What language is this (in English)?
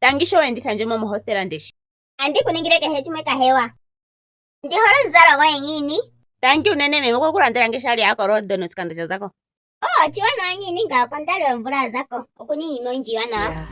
Ndonga